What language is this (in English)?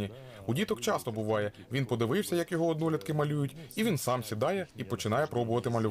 Ukrainian